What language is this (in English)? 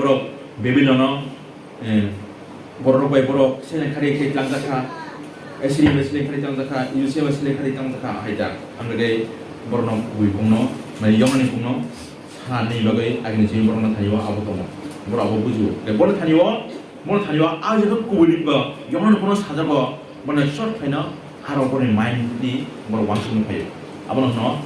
Kok Borok